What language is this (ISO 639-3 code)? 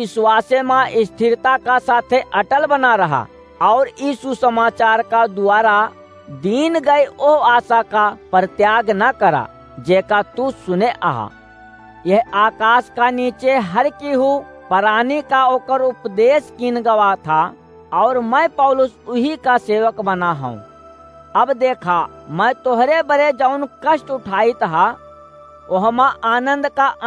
awa